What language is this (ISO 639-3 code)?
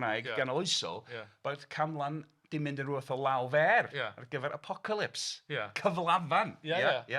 cym